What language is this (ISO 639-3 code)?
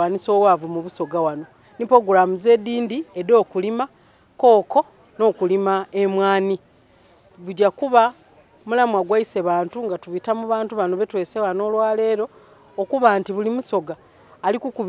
xog